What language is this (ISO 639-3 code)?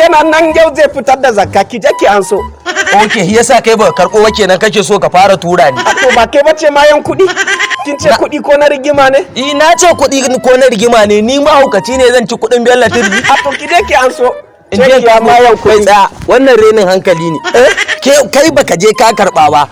hau